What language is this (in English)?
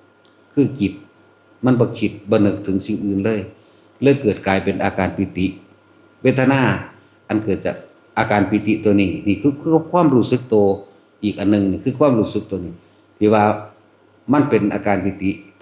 Northeastern Thai